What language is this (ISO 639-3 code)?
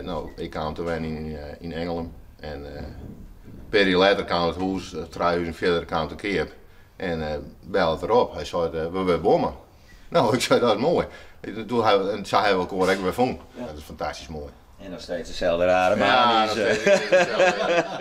fry